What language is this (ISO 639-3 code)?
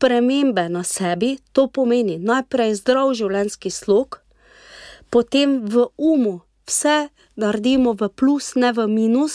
slv